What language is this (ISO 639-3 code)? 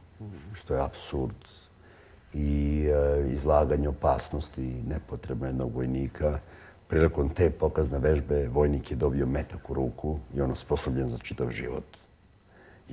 srp